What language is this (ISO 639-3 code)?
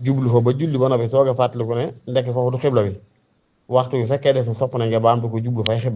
wol